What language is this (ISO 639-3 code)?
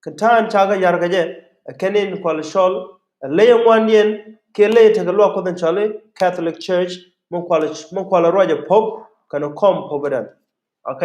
nus